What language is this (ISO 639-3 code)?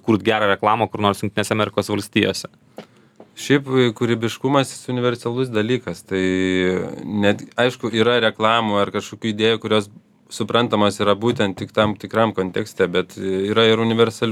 lit